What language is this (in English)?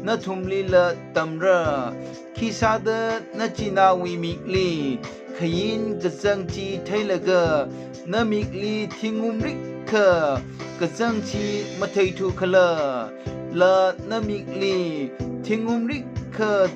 Tangkhul Naga (India)